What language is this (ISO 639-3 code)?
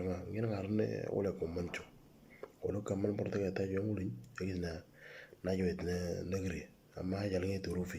mor